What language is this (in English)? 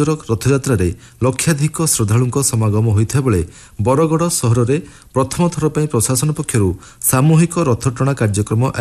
Odia